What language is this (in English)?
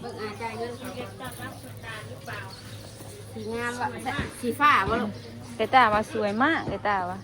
Northeastern Thai